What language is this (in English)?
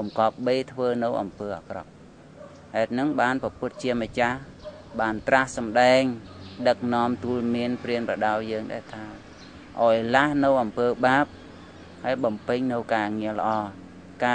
Khmer